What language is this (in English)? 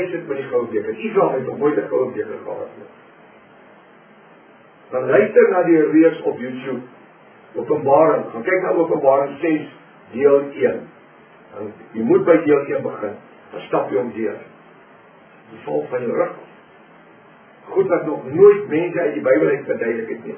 Afrikaans